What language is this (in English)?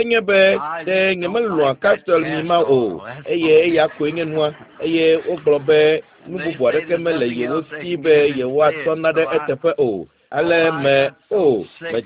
Ewe